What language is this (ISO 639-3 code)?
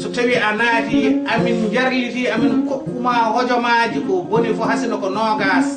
ful